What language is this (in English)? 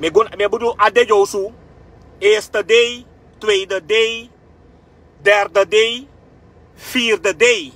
Sranan Tongo